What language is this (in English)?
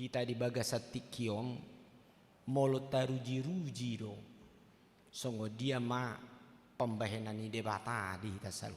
Batak Toba